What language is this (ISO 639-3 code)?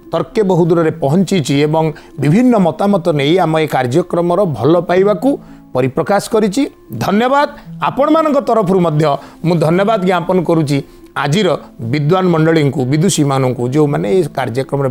ori